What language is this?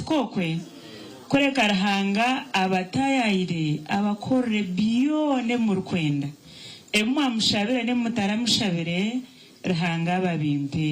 Nyankole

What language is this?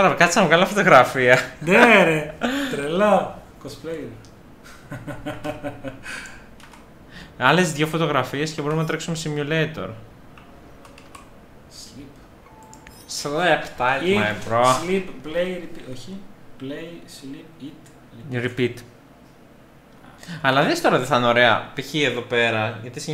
Greek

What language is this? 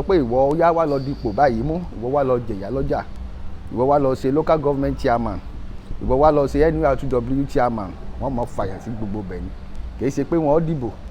Yoruba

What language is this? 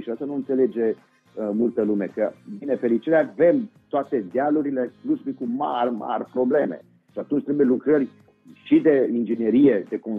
Romanian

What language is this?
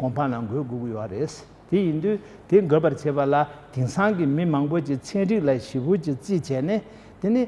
Tibetan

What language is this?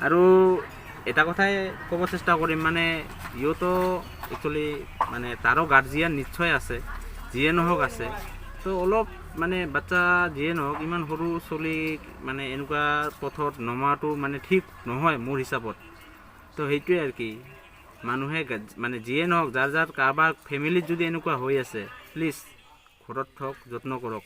Assamese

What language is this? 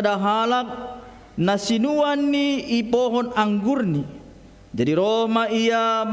Batak Simalungun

